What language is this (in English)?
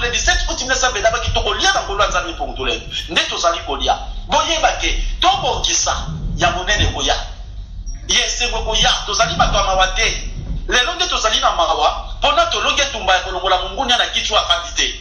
Lingala